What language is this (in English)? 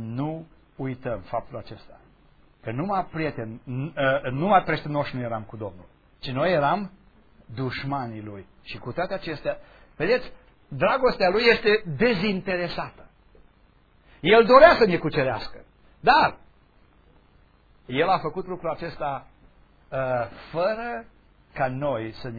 Romanian